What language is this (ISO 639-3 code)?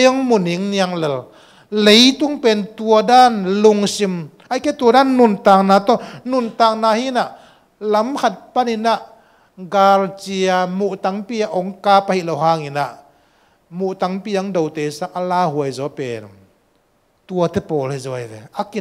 ctd